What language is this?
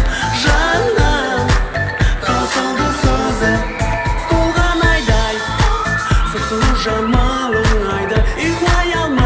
Kara-Kalpak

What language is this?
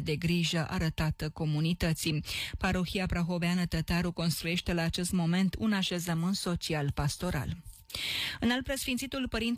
Romanian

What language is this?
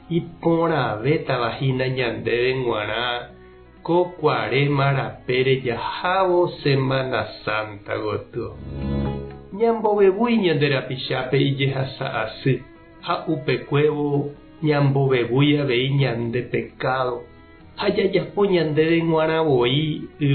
Guarani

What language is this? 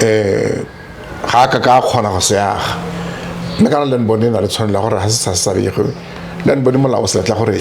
Tswana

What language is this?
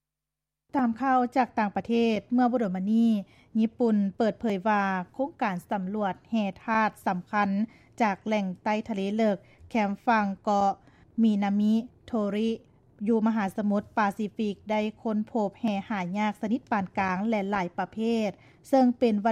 Lao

